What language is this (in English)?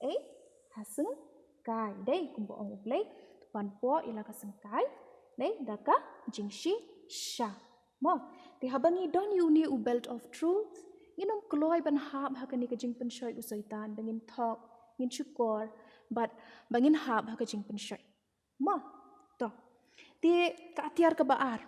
Khasi